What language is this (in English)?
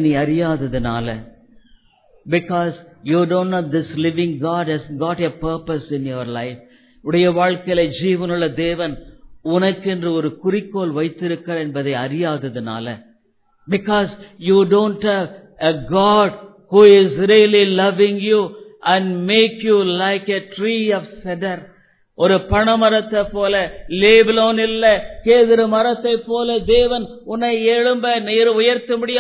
Tamil